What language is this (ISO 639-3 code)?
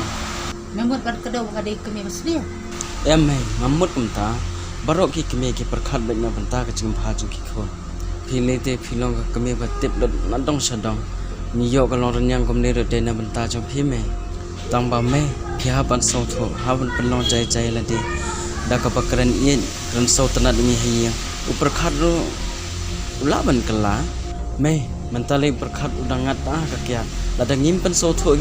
kha